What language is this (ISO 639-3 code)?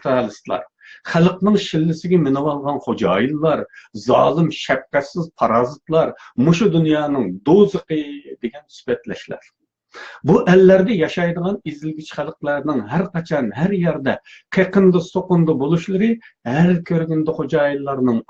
uig